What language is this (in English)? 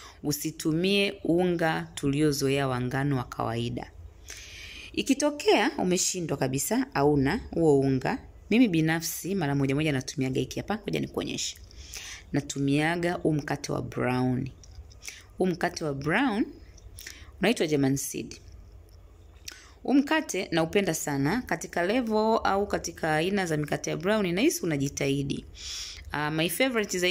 Swahili